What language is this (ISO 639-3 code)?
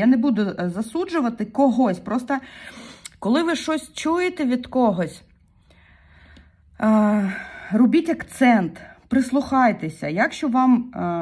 ukr